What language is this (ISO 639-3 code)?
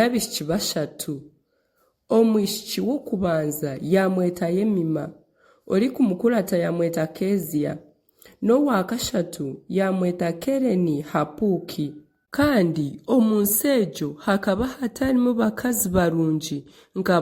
nyn